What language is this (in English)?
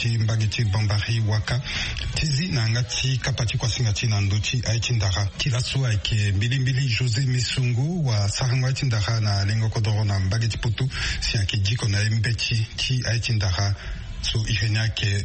Sango